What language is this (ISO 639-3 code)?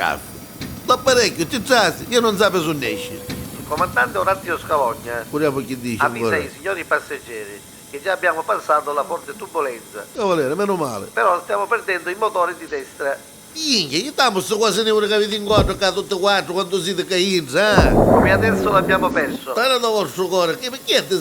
nap